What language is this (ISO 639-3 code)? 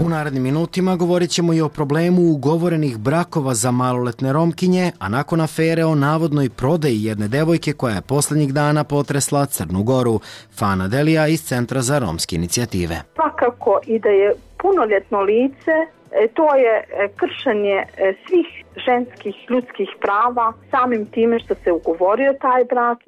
srp